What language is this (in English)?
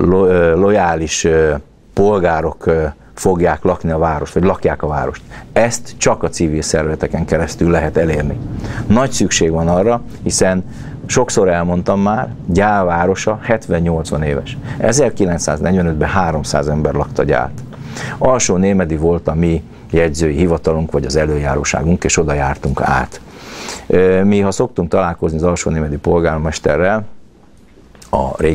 Hungarian